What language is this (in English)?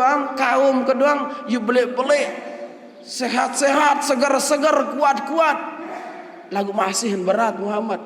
Sasak